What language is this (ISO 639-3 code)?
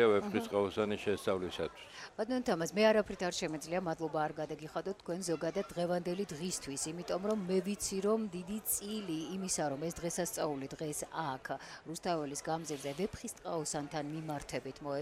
kat